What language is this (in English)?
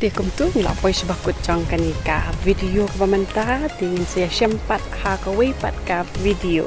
Khasi